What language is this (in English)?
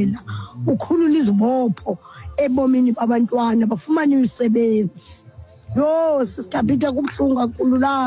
Xhosa